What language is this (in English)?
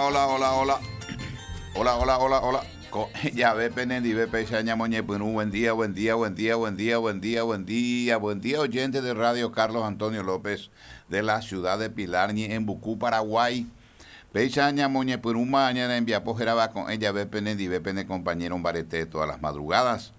Guarani